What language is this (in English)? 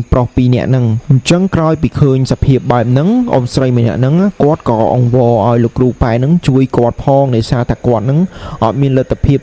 Khmer